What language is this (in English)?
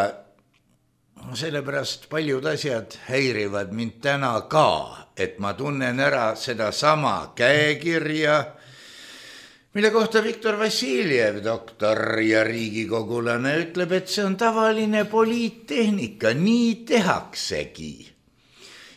Estonian